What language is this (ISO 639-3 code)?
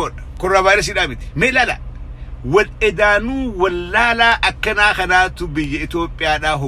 orm